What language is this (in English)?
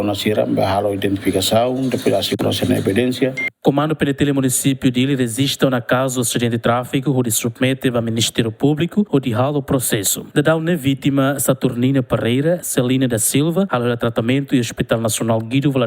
Tetum